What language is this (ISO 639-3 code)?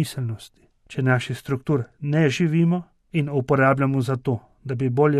slv